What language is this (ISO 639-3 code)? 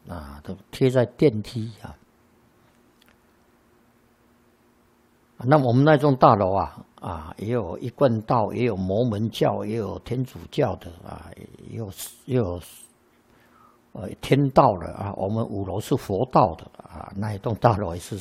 zho